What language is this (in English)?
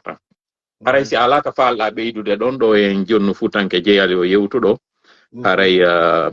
Fula